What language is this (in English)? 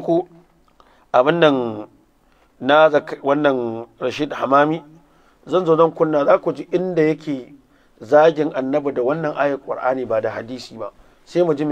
Hausa